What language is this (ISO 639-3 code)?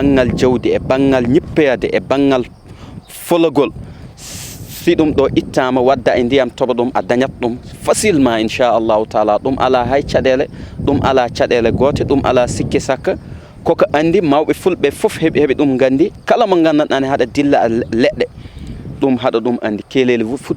ful